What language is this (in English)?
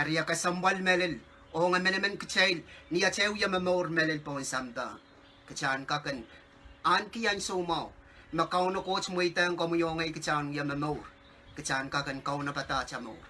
Pohnpeian